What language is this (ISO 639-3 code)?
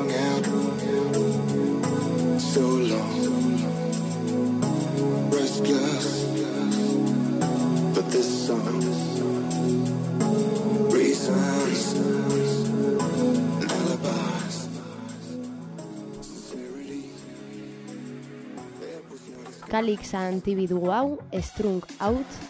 eus